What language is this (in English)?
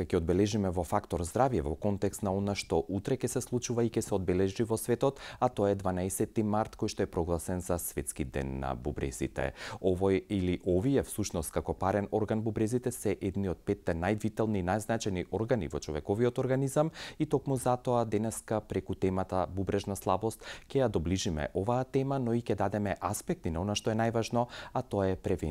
Macedonian